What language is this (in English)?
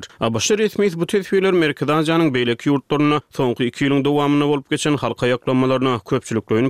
Turkmen